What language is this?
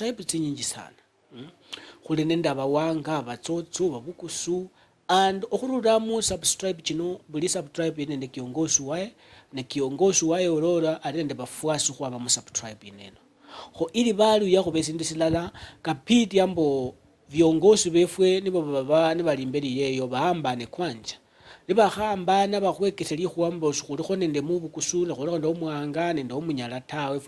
Luyia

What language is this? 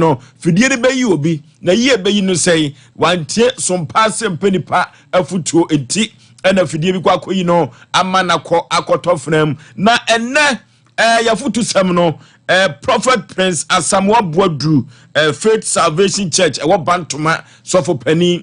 Akan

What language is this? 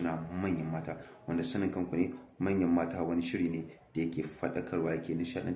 Hausa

